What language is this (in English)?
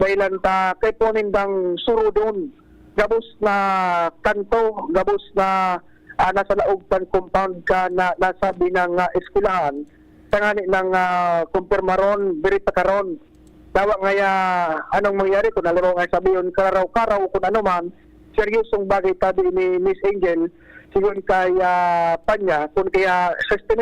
Bikol